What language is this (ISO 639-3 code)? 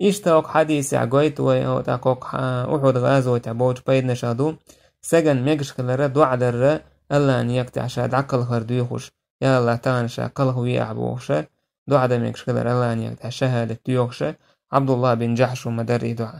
che